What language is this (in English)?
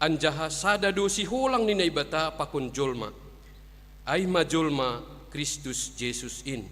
Batak Simalungun